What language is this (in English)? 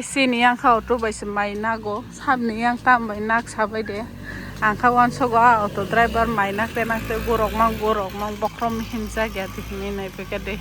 Kok Borok